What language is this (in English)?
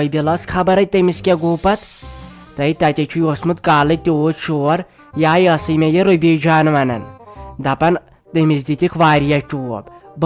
Kashmiri